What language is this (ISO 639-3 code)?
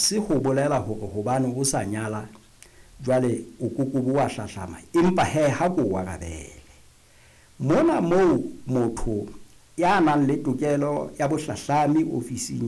sot